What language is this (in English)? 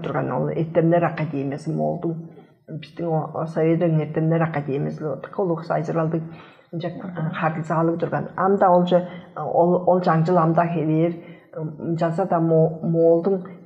Tuvinian